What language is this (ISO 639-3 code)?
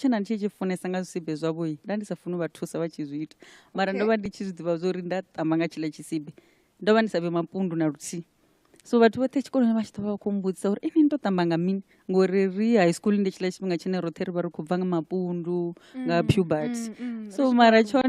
ven